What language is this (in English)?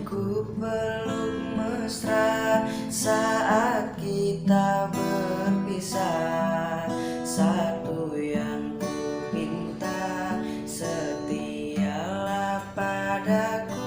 Sasak